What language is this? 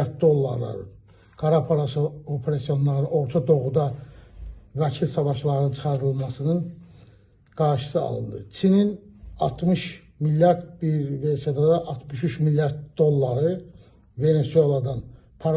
Azerbaijani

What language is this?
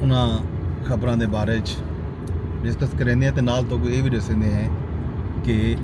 Saraiki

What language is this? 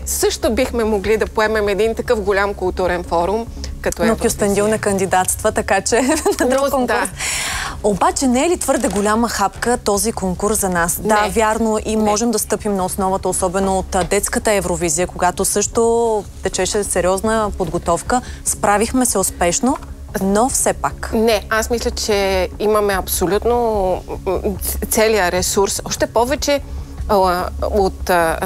Bulgarian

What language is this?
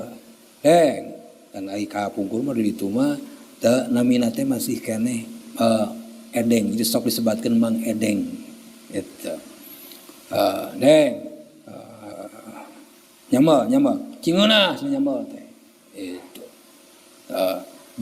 Sundanese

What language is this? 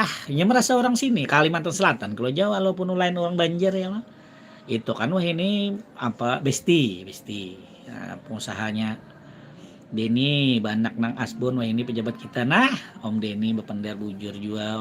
Banjar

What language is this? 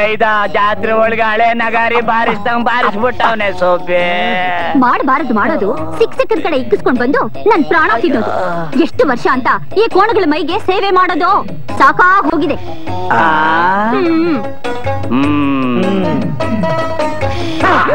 Kannada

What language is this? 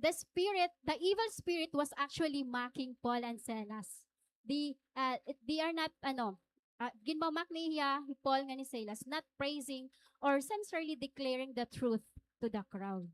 Waray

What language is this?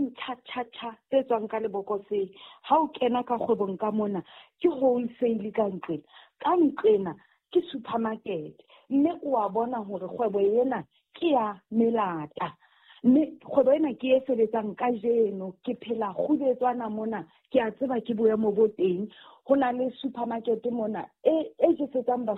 Southern Sotho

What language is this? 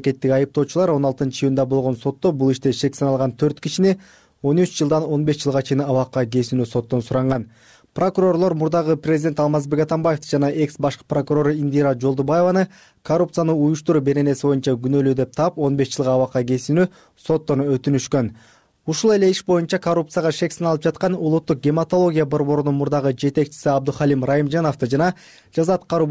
Kyrgyz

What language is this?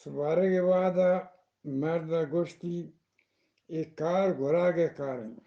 Eastern Balochi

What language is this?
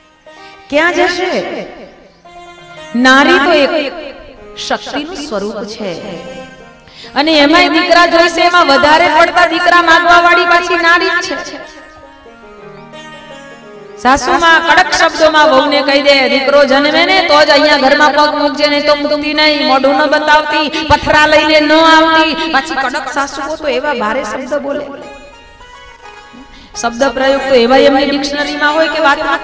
Gujarati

